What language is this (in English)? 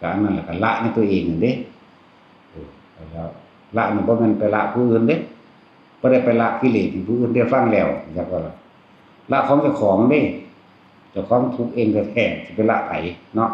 Northeastern Thai